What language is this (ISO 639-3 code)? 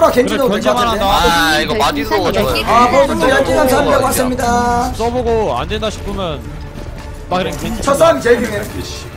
kor